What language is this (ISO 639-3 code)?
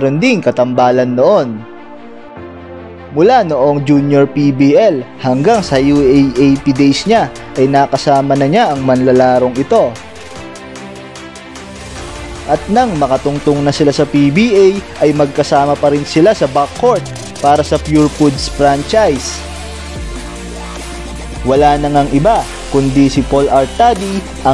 fil